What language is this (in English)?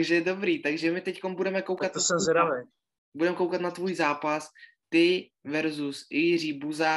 Czech